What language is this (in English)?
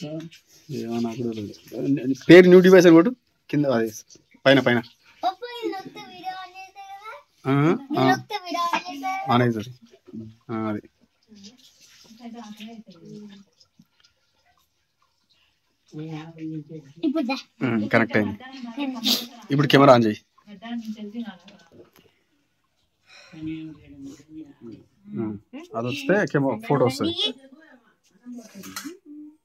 Telugu